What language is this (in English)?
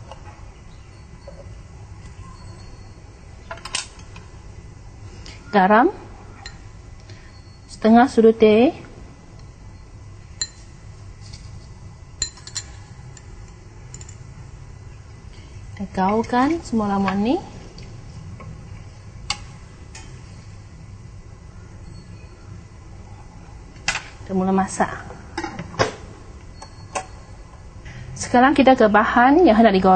Malay